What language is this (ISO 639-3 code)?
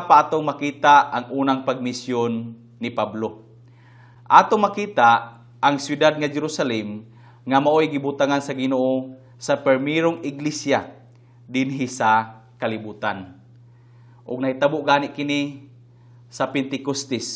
ceb